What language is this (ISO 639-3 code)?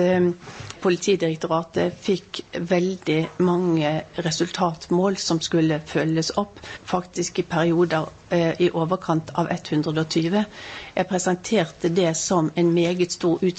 nor